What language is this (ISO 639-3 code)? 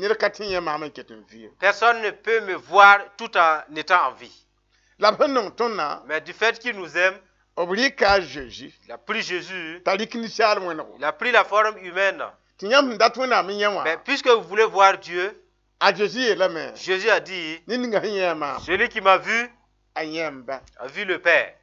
mos